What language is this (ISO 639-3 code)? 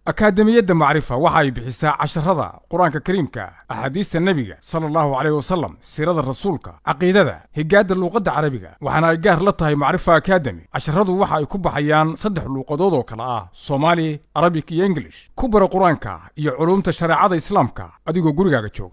som